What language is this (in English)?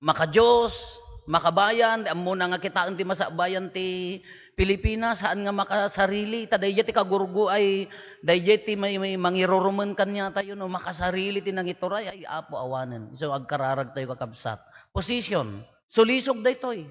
Iloko